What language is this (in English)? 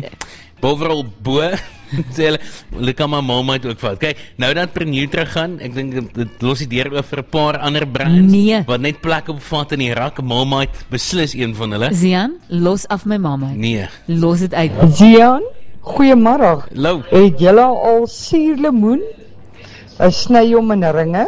Afrikaans